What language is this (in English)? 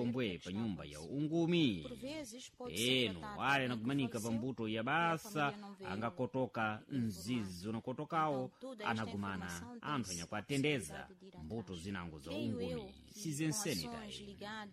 Sena